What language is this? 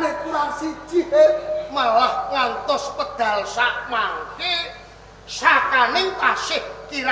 Javanese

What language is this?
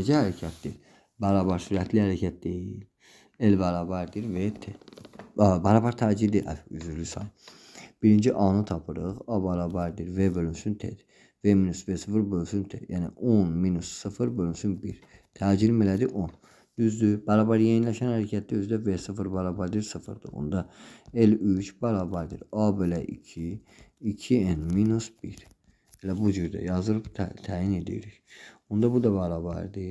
Azerbaijani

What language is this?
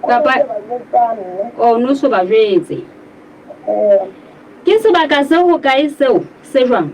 Southern Sotho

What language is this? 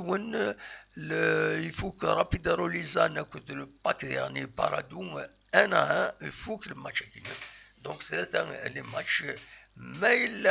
Kabyle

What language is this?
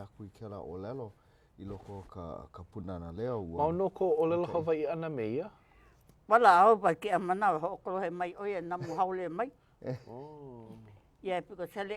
Hawaiian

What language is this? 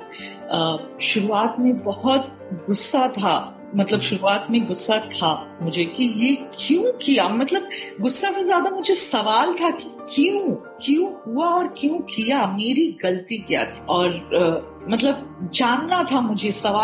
Hindi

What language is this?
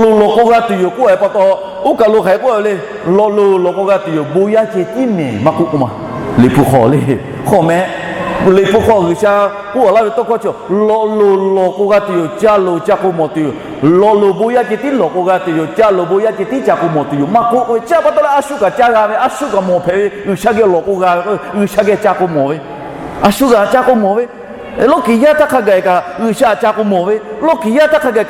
Lahu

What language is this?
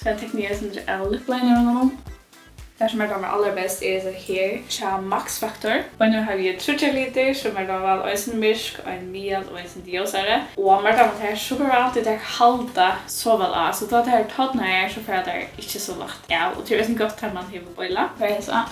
Faroese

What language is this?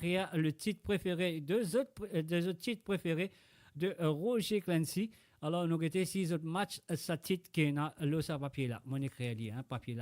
Morisyen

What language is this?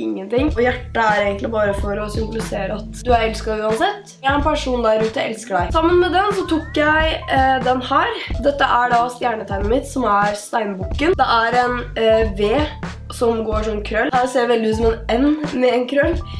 Norwegian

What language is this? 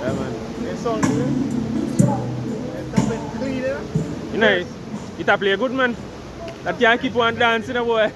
Jamaican Creole English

